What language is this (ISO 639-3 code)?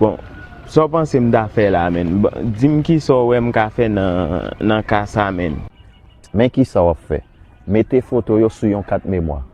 hat